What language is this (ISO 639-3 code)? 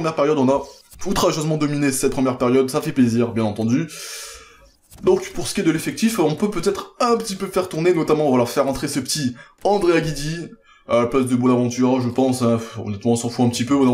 fra